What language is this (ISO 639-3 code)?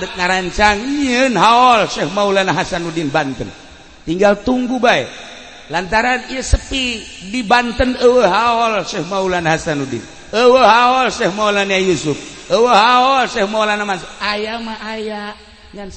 sun